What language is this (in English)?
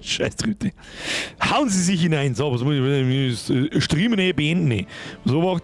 Bavarian